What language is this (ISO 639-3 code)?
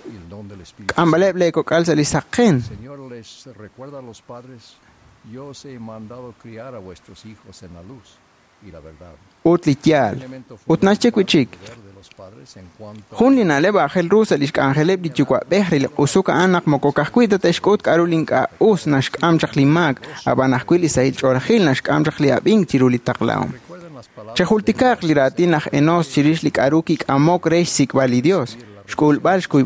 kek